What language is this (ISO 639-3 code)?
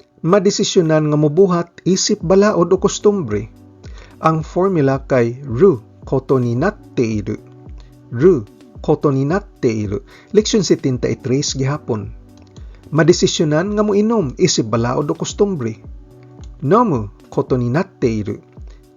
ceb